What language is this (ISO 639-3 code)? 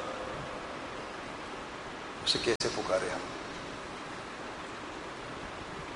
urd